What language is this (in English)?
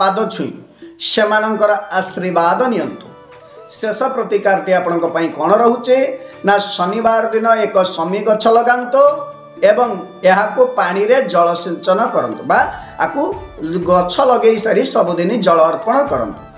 Odia